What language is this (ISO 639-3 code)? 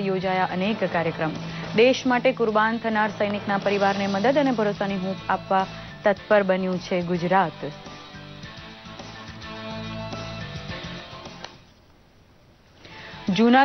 guj